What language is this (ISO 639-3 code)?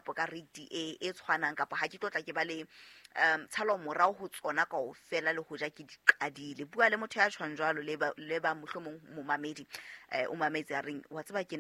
sot